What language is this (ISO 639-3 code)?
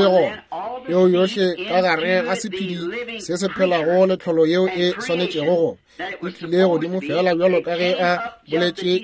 nso